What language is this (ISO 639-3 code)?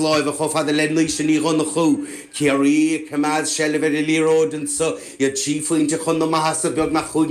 gle